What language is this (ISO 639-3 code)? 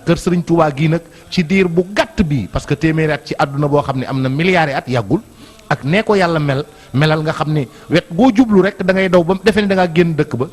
wol